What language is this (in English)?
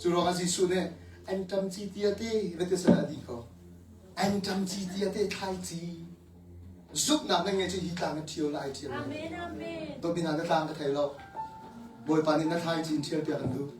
Hakha Chin